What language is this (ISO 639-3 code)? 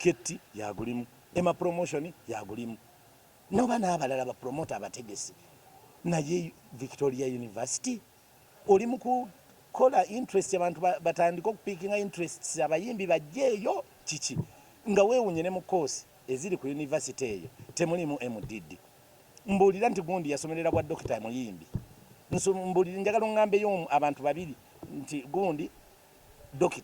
lug